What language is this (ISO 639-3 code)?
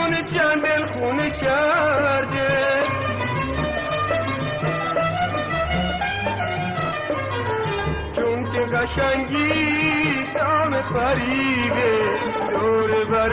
fas